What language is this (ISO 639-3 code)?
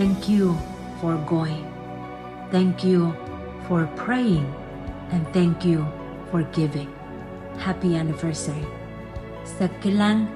pon